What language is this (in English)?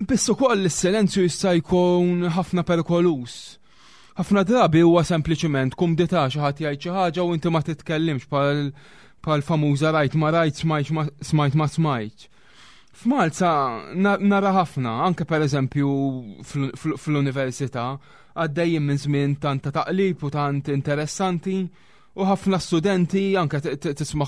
Maltese